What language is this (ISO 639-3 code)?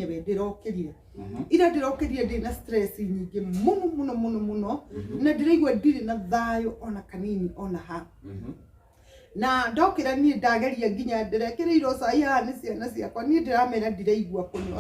kik